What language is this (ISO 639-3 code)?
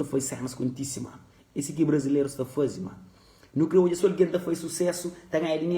kea